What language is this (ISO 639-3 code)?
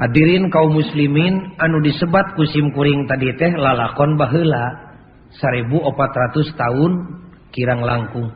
sun